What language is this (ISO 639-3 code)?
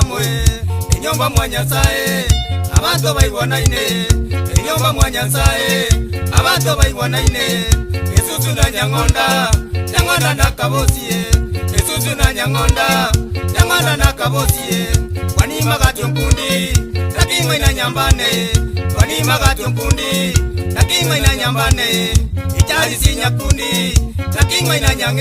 guz